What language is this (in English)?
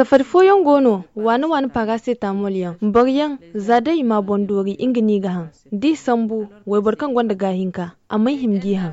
Zarma